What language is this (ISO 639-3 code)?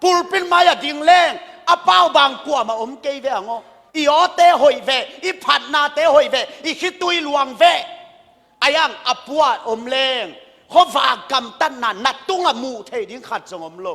ctd